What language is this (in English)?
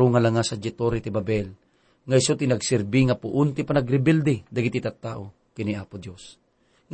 Iloko